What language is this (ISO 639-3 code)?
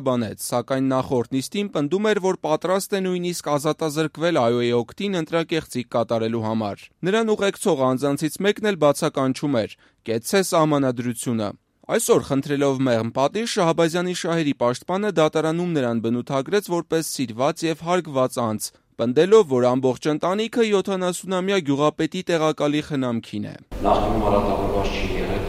hye